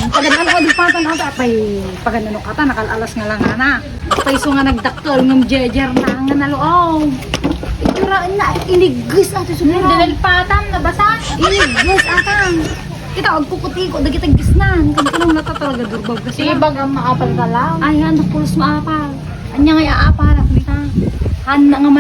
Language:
Iloko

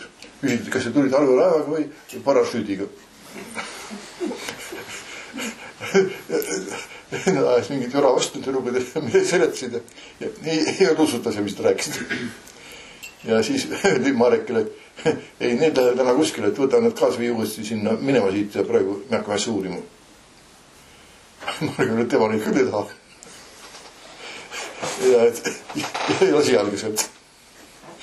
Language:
Estonian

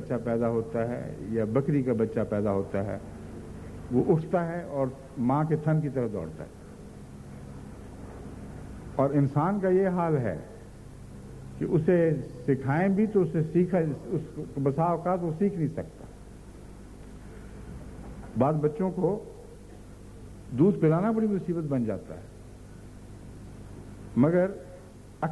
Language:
Urdu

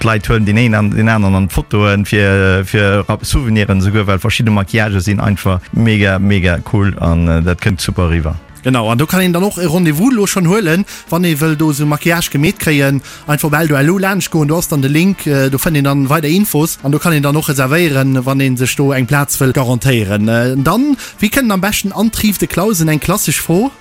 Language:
Luxembourgish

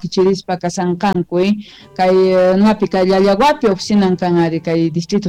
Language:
Quechua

